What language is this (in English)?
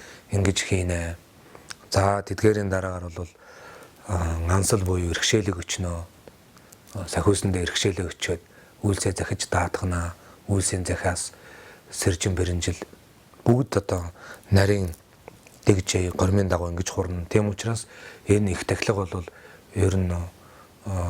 Mongolian